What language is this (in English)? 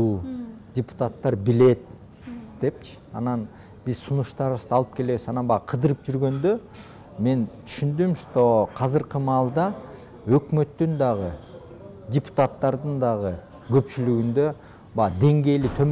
Kyrgyz